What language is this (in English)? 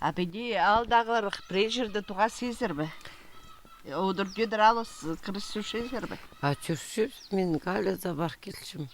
Khakas